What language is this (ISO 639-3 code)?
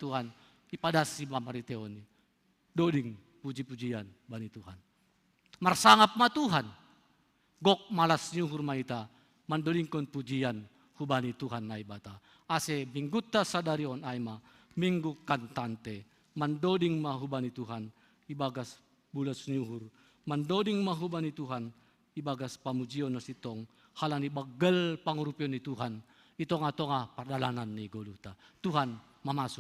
bts